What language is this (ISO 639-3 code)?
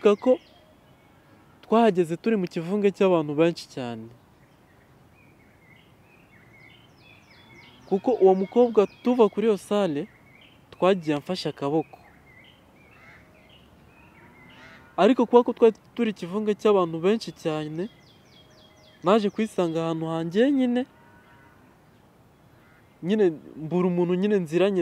kin